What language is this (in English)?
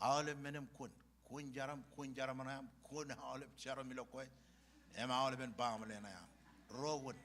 Marshallese